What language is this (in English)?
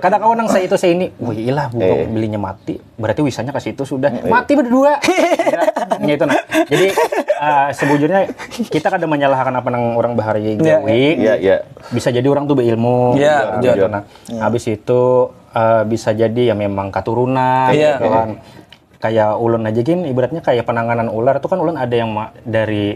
Banjar